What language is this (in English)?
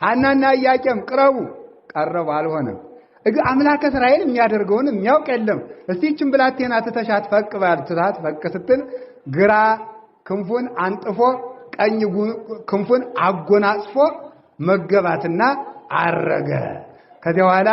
Amharic